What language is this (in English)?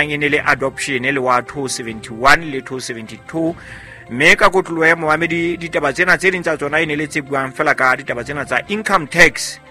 Southern Sotho